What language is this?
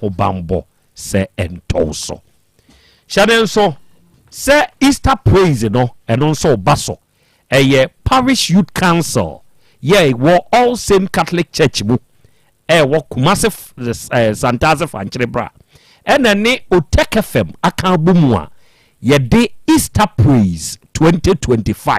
Akan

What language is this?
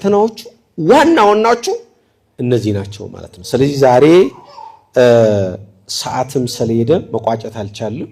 Amharic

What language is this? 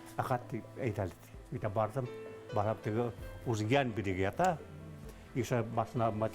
Bashkir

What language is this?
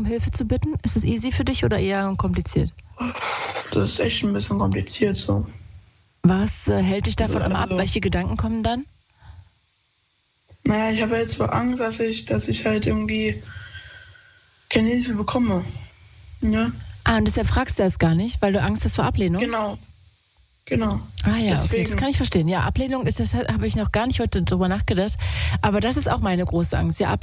German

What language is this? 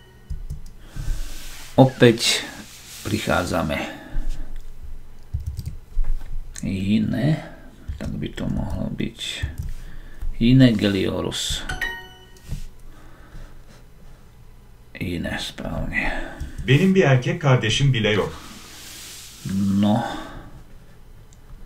Slovak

